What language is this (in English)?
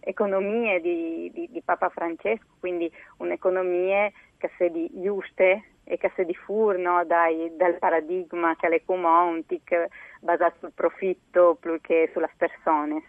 Friulian